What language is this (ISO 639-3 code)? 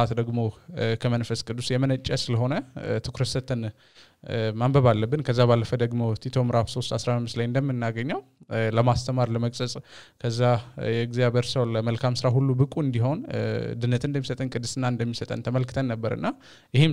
amh